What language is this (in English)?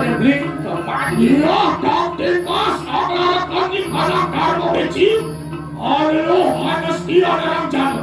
Balinese